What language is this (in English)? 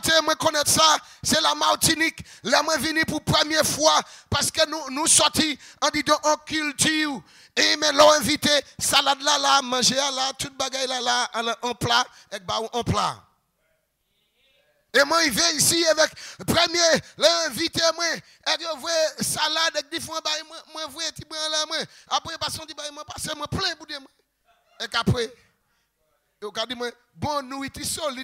French